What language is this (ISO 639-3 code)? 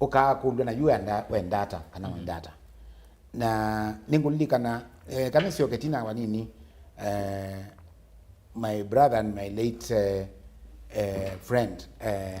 kam